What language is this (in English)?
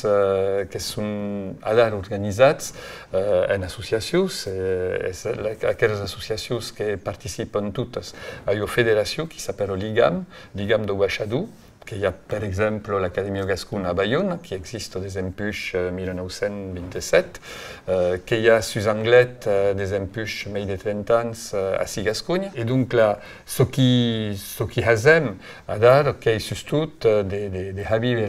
Occitan